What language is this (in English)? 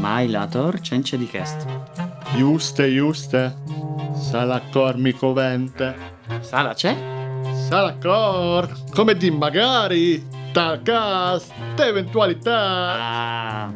Friulian